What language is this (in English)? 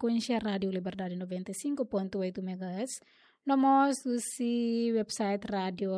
Tetum